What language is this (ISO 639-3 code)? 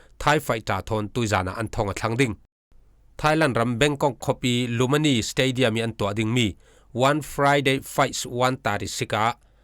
cfm